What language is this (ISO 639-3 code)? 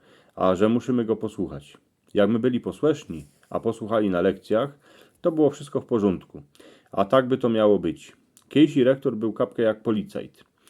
szl